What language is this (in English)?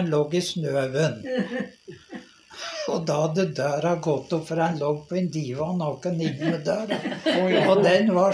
Norwegian